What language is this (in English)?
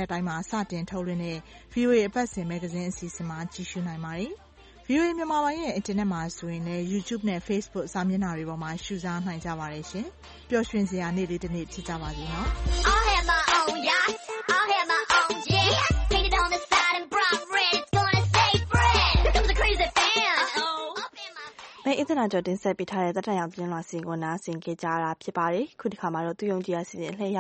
Burmese